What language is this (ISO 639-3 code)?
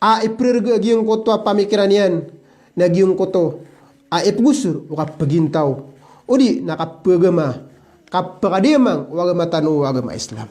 mrw